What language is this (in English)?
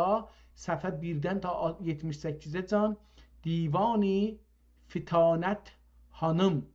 South Azerbaijani